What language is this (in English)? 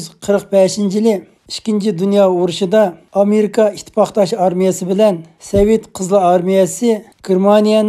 Uyghur